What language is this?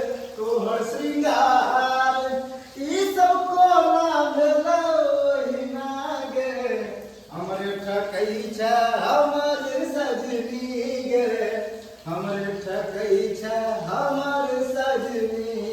Maithili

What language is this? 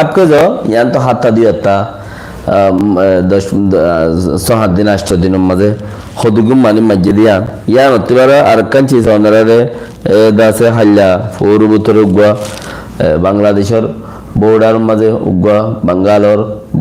Rohingya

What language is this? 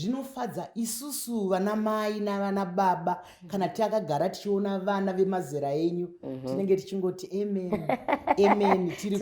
Shona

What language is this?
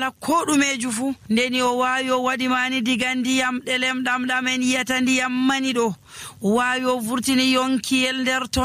Nigerian Fulfulde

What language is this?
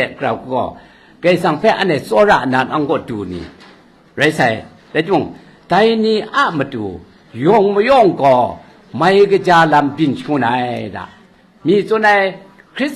Kachin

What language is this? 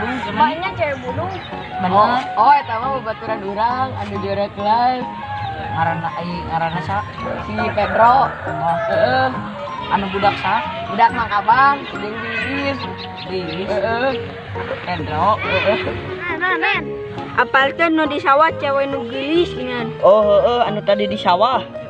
Sundanese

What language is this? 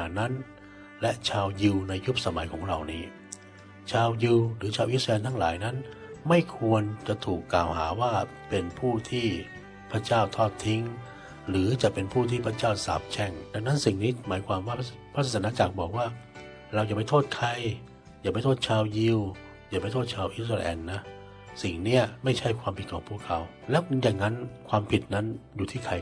Thai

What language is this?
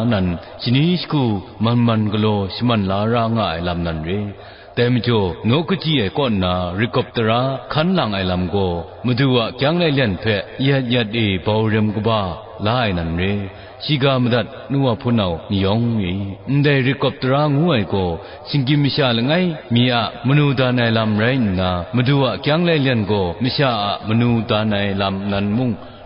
Kachin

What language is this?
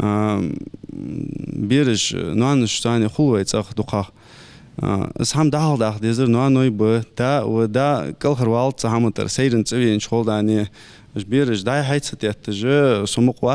Ingush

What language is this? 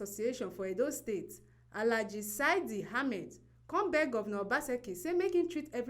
Nigerian Pidgin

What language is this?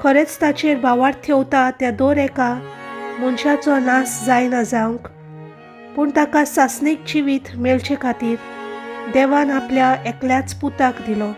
Konkani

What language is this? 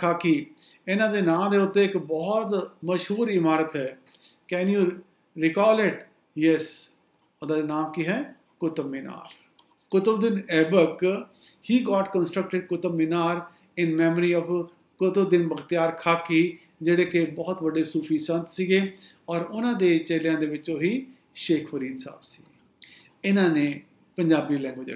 Punjabi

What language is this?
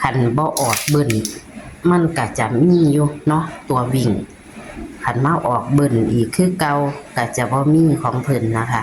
Northeastern Thai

